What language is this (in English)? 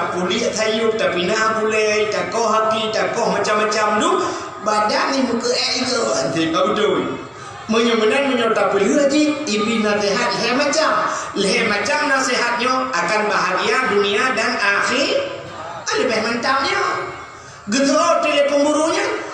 Achinese